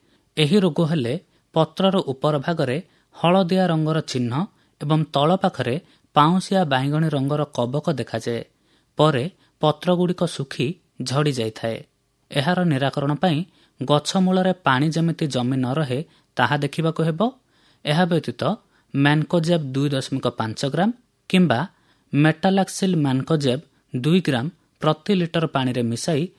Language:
Odia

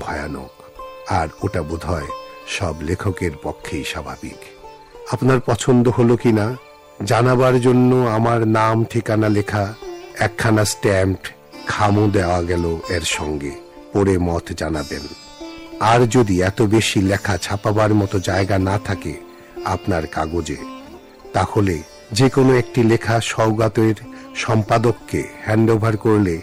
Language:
Bangla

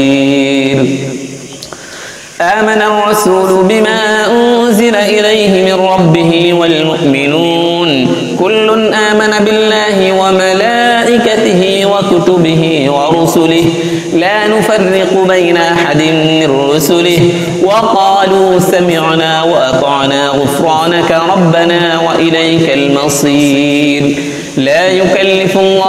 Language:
Arabic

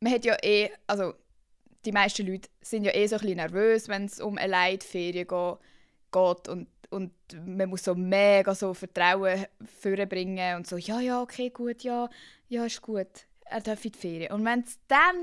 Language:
Swiss German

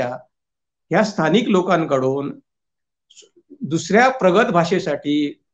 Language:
Marathi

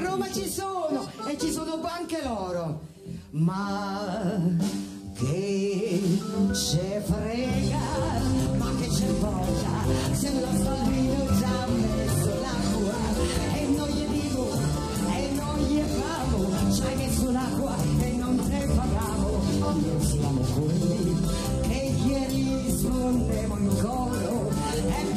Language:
Italian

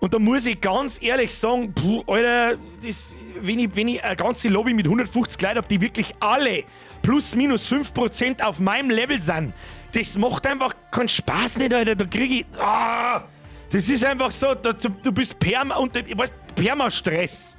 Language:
Bavarian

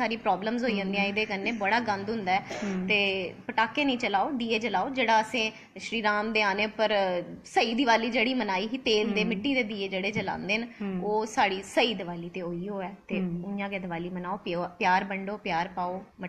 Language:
Dogri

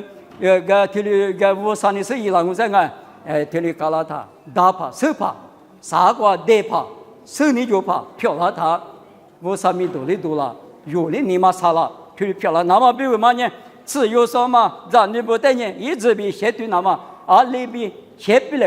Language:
Lisu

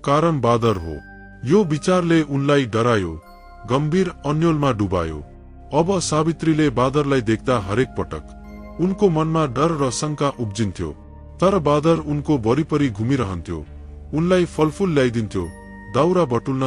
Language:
Nepali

